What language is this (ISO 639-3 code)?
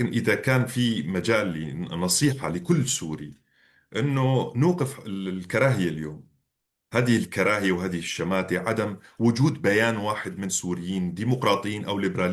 apc